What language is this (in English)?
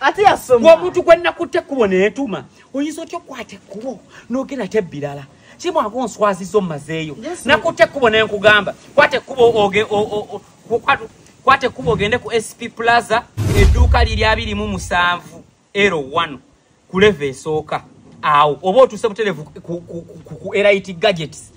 Ganda